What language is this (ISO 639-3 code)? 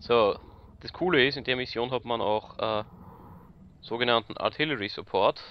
bar